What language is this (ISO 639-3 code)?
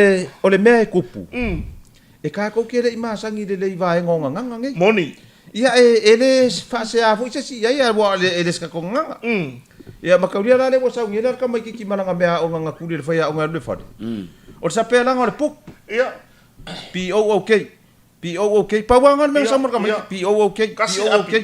smo